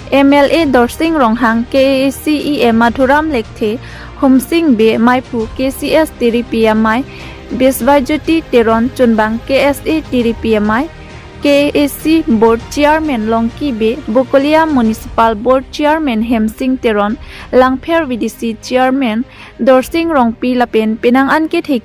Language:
Karbi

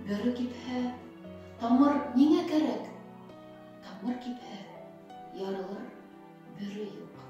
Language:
Bashkir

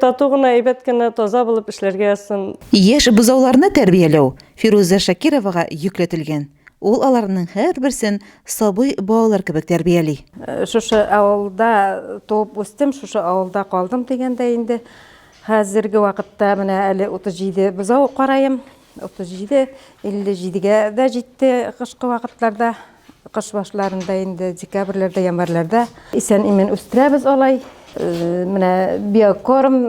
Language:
Tatar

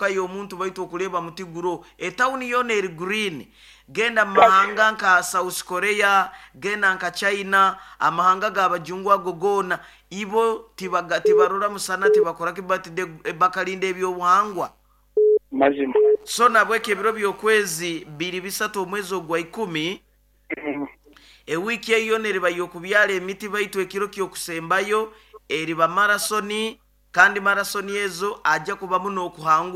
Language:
Nyoro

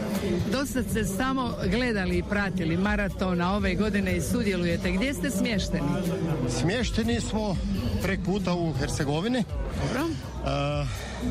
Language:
Croatian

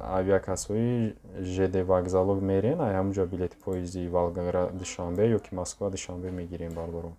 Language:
Tajik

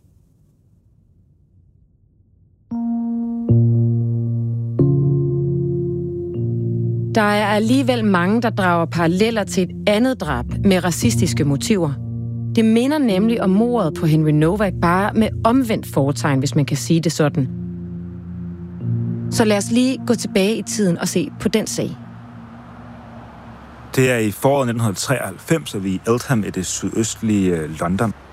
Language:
Danish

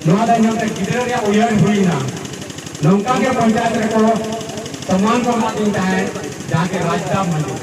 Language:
Santali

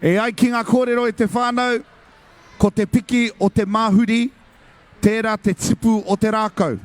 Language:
Māori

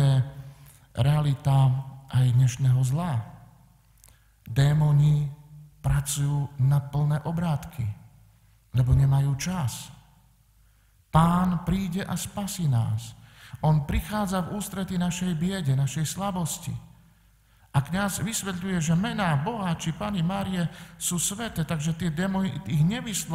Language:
Slovak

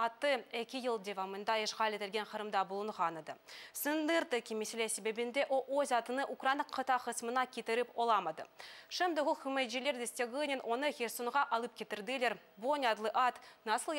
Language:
Crimean Tatar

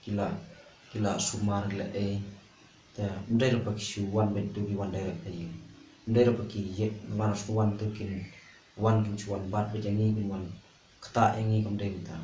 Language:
Khasi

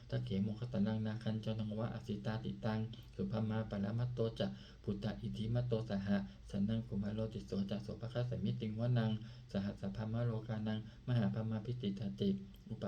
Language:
Pali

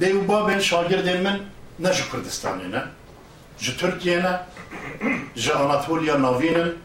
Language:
Kurdish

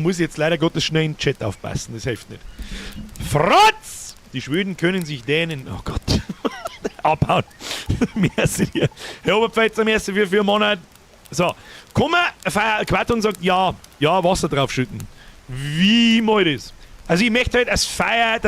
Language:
Bavarian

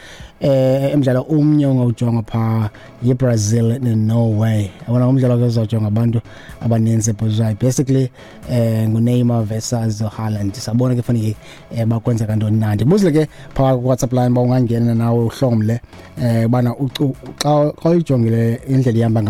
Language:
Xhosa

